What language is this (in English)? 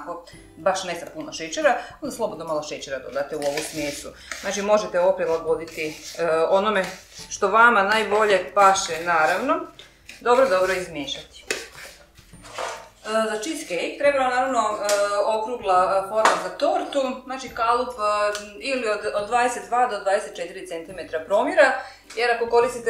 Croatian